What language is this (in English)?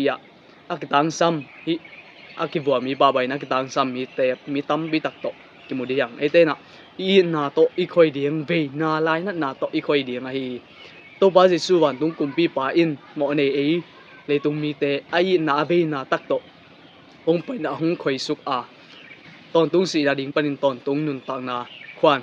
Tedim Chin